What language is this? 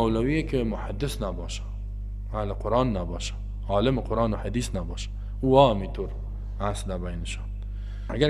Persian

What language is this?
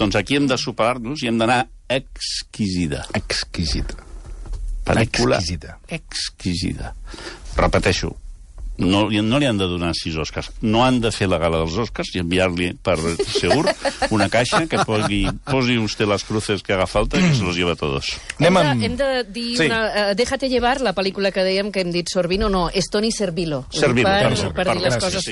Catalan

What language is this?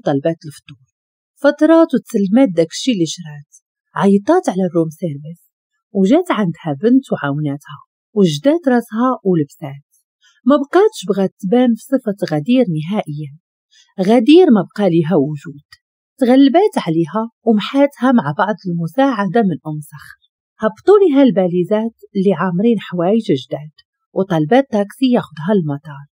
Moroccan Arabic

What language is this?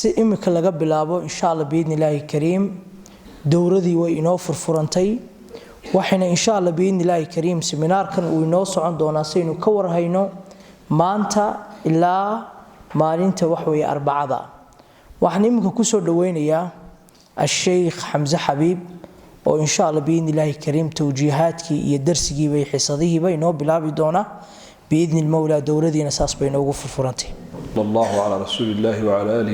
Somali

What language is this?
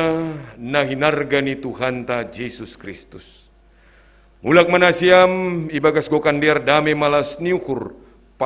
Batak Simalungun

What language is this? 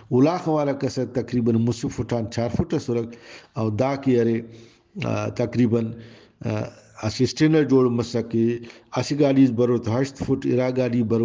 Brahui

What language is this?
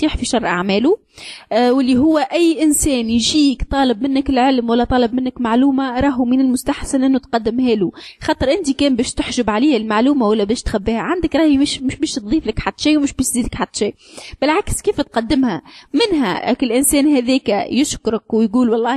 Tunisian Arabic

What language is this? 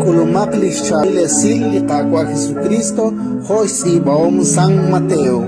Kekchí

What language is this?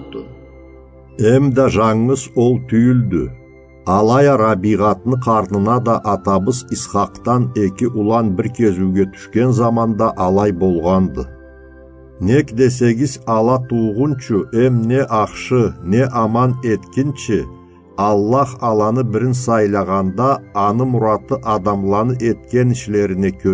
Karachay-Balkar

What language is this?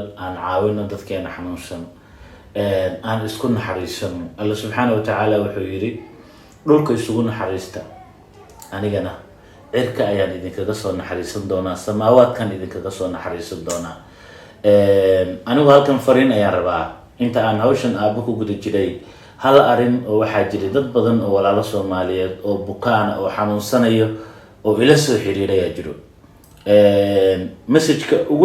Somali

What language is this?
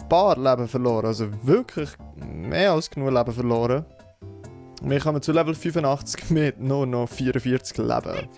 Swiss German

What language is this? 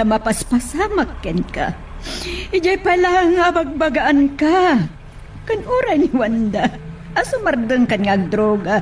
Iloko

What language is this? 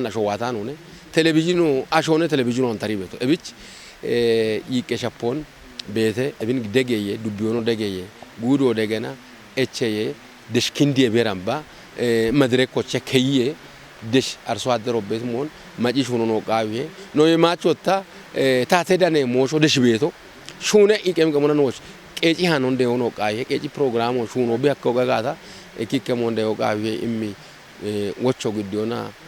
Kafa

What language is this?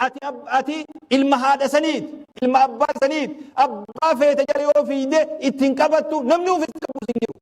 Oromo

